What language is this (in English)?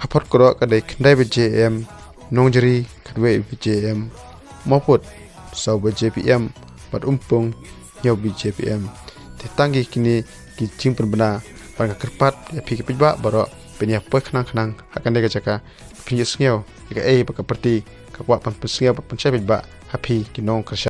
Khasi